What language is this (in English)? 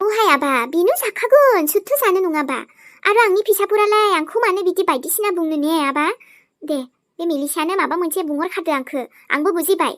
Bodo